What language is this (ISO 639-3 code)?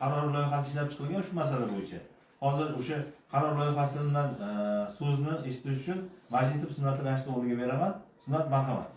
uzb